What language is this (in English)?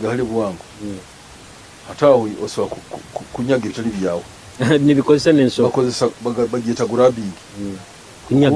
Nyoro